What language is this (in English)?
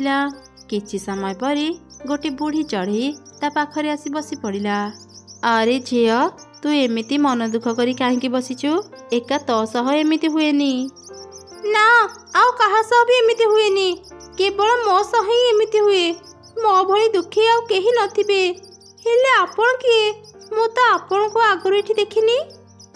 Odia